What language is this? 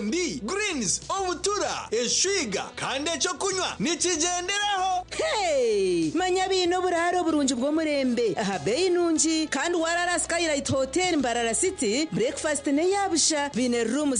Nyankole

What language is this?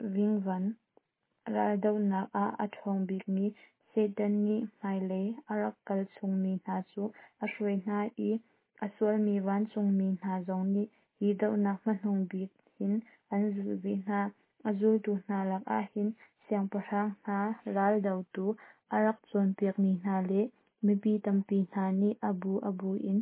Hakha Chin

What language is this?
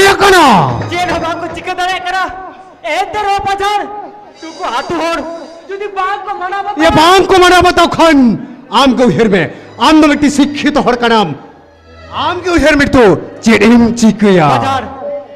Santali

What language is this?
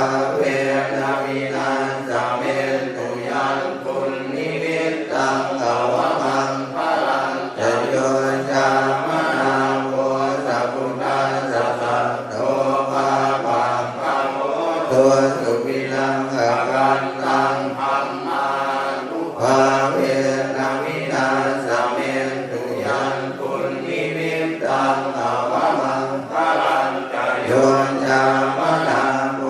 Pali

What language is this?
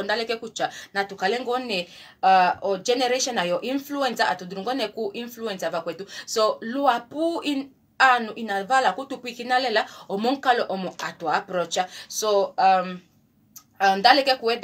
Kuanyama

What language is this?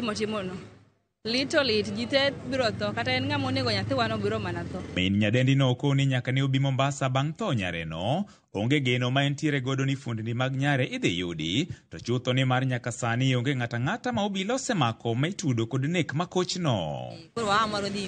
Luo (Kenya and Tanzania)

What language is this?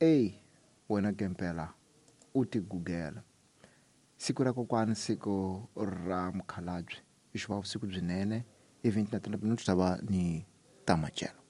Tsonga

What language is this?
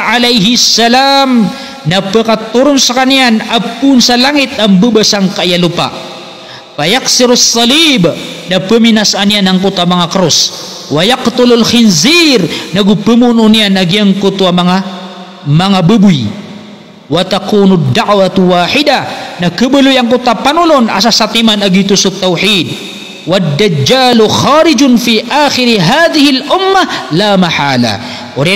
Maranao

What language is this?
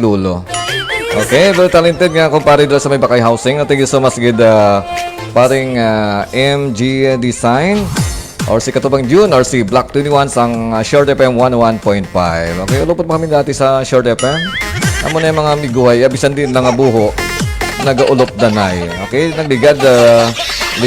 Hiligaynon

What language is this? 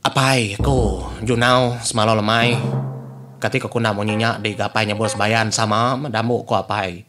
Iban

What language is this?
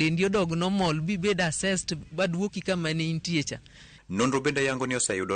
Luo (Kenya and Tanzania)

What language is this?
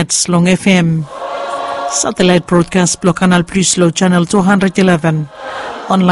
Bislama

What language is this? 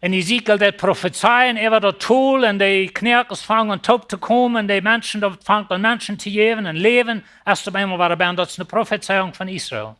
Plautdietsch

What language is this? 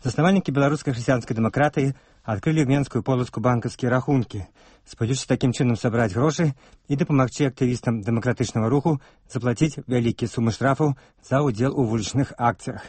Belarusian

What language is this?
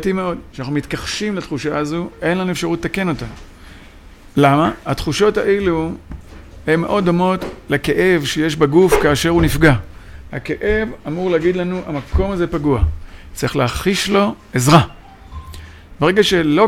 Hebrew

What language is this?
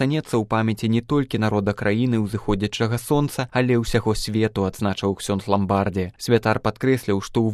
Belarusian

